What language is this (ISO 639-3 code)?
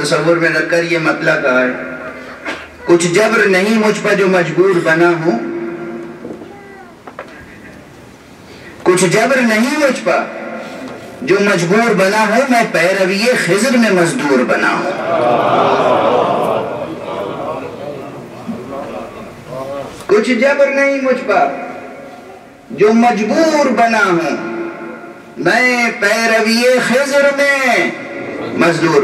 urd